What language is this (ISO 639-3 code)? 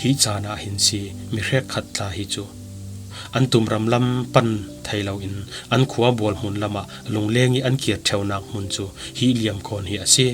cfm